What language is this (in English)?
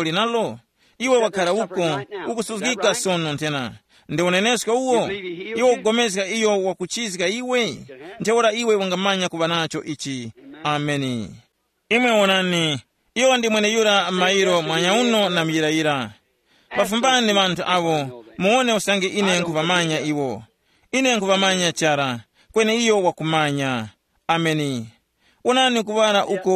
Tumbuka